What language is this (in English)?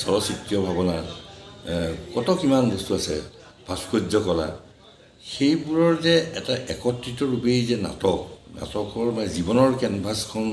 Assamese